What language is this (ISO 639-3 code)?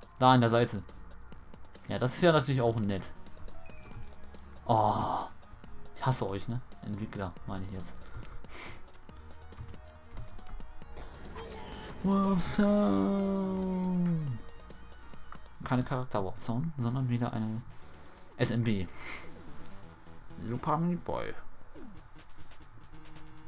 deu